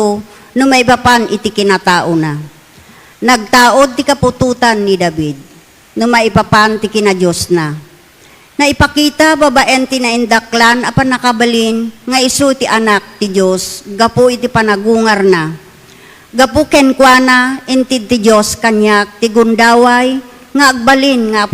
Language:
Iloko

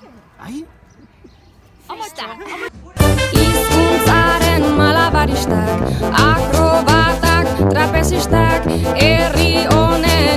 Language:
Basque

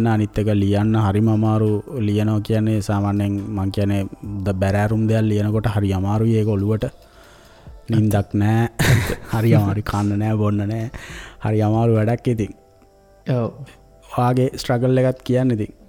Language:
Sinhala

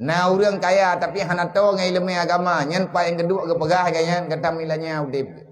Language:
Achinese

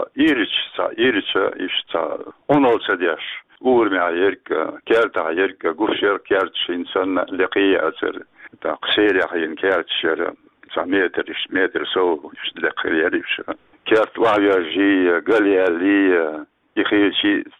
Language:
Chechen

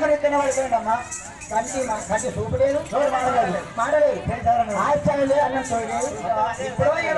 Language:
Telugu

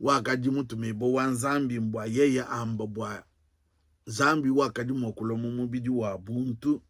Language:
Luba-Lulua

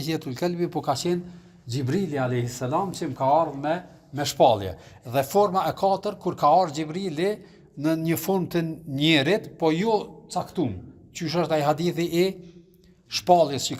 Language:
Albanian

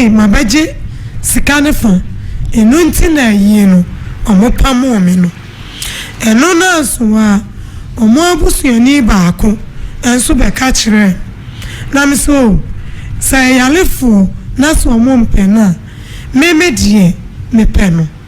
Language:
Akan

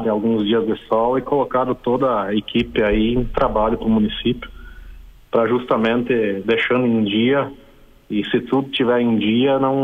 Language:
Portuguese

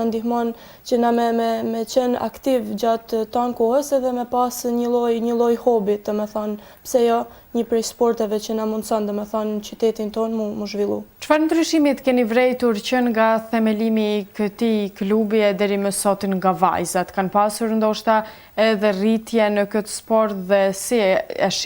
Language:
Albanian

